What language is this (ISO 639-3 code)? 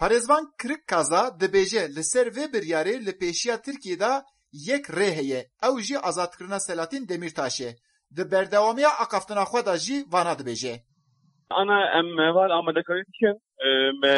kur